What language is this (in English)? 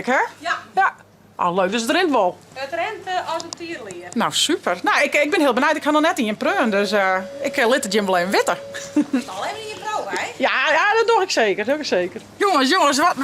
Western Frisian